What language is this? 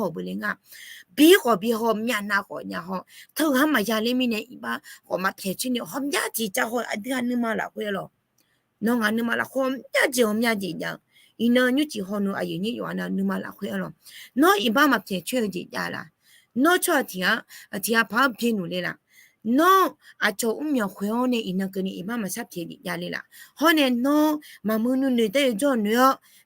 Akha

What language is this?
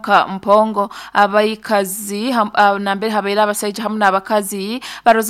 Nyoro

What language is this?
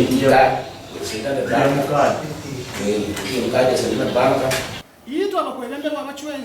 Nyankole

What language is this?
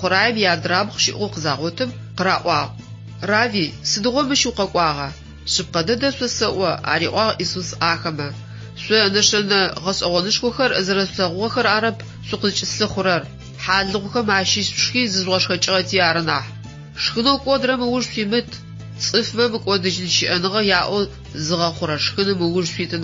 Adyghe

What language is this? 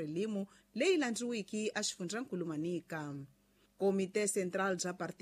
Tsonga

